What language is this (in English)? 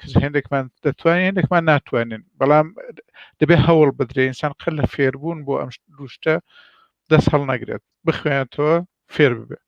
Central Kurdish